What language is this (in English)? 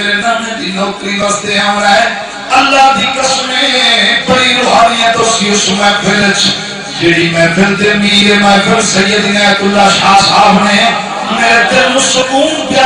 Saraiki